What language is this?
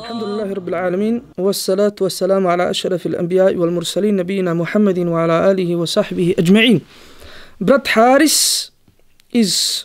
Bosnian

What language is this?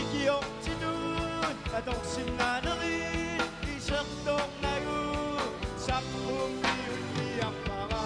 Kalaallisut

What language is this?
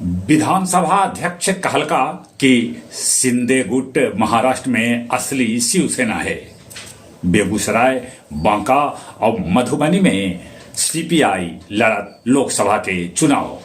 Magahi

